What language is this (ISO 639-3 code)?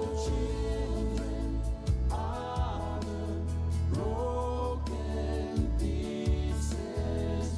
tah